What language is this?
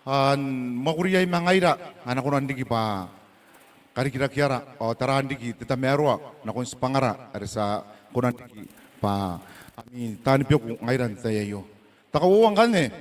Gilbertese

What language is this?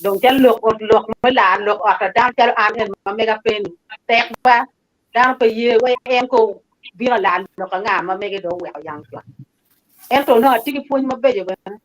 Acoli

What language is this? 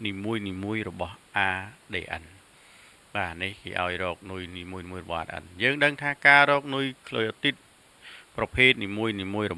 Khmer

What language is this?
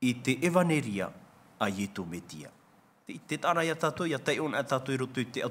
Tahitian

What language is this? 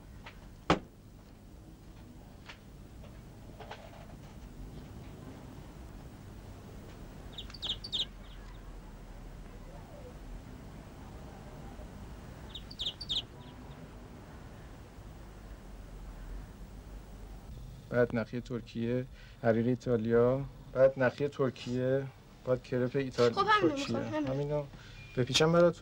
Persian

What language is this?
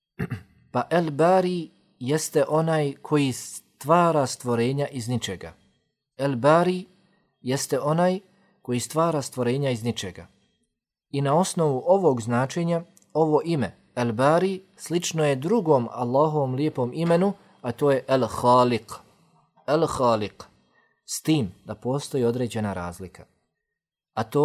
Bosnian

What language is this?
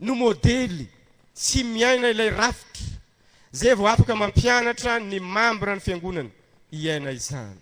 Malagasy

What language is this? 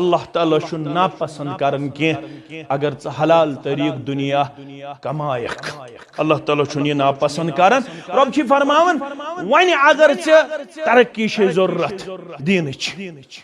Kashmiri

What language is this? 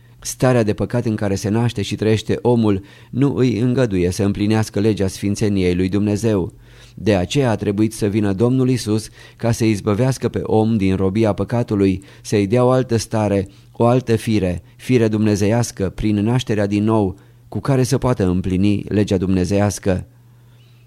Romanian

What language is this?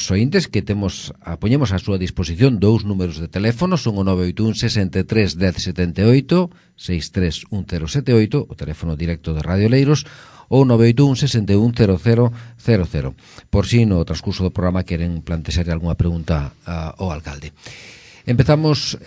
Galician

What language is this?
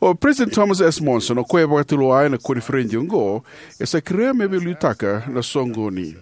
Fijian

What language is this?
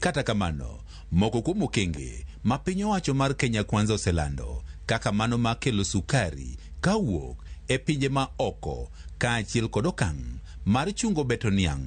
Luo (Kenya and Tanzania)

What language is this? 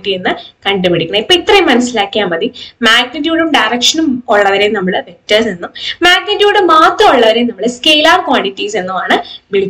Malayalam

